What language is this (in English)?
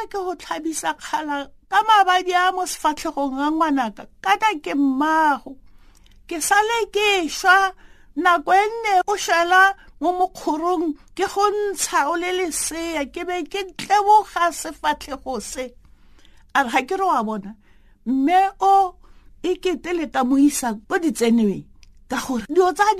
Tswana